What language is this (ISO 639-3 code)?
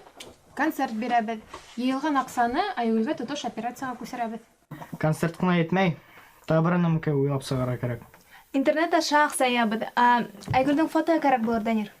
bak